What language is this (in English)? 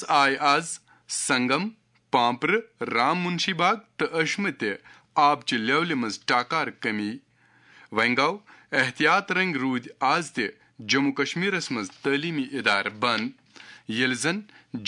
Kashmiri